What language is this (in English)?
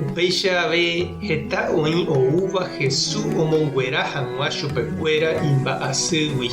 Guarani